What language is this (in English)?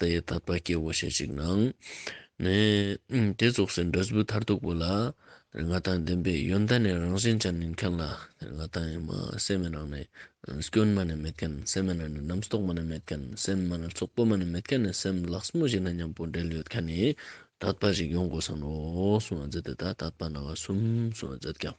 Ladakhi